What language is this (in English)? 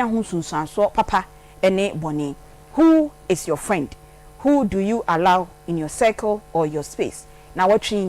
Akan